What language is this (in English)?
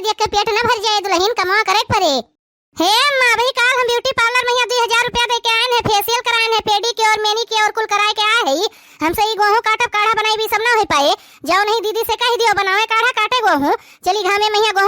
Awadhi